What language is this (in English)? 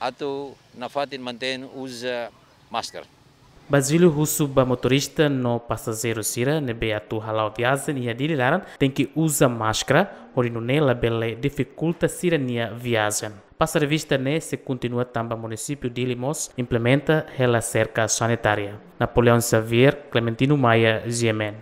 Tetum